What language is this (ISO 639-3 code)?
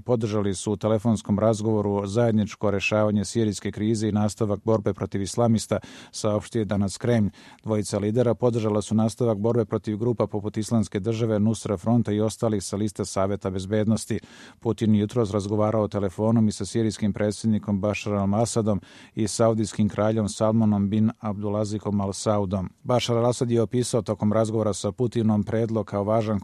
hrv